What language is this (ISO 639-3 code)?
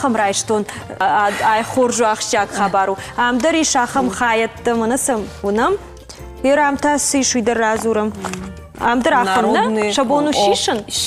oss